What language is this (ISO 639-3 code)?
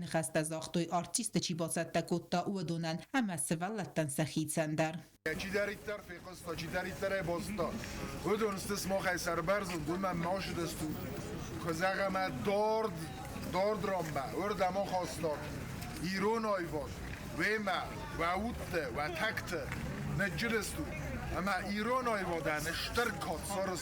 oss